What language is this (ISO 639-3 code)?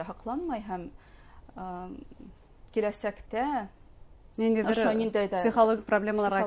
bak